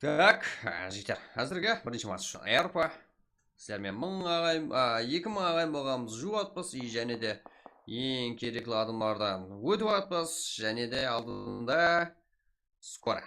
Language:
Kara-Kalpak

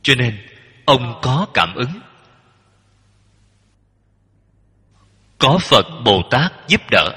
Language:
Vietnamese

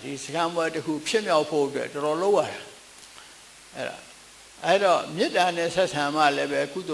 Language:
Burmese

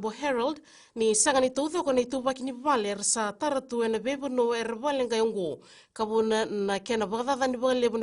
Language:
Fijian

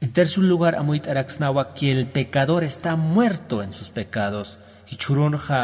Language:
Aymara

